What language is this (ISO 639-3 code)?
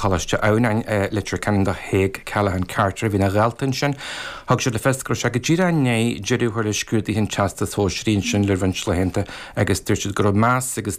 gle